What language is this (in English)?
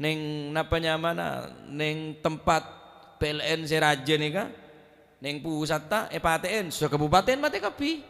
Madurese